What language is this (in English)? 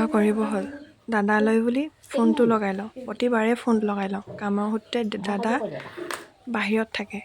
Assamese